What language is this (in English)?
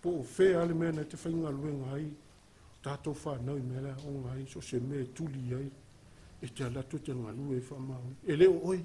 Samoan